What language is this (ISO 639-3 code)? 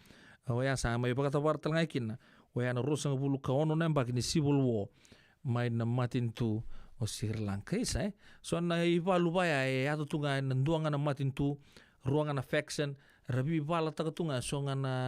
fij